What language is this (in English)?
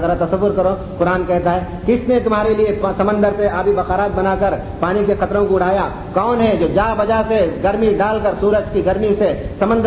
Urdu